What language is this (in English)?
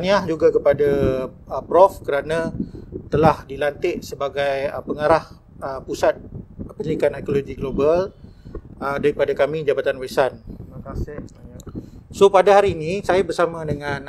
Malay